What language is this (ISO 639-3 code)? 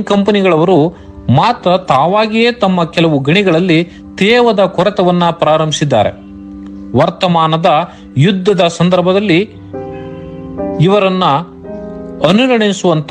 kan